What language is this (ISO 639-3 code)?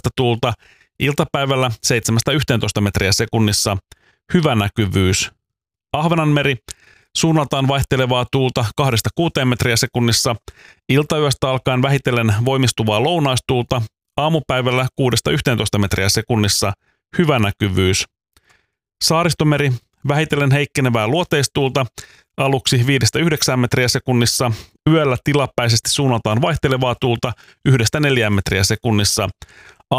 fin